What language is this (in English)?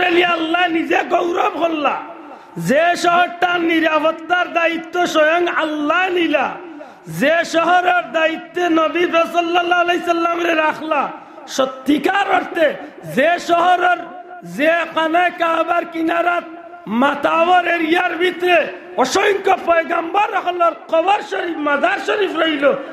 Sylheti